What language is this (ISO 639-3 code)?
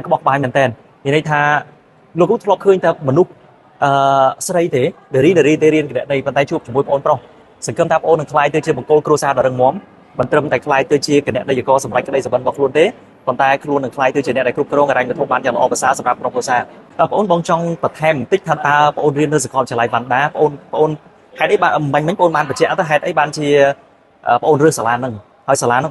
khm